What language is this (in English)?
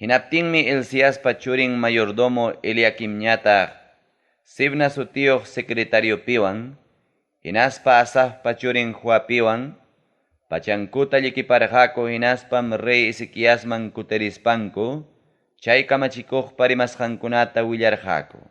Ayacucho Quechua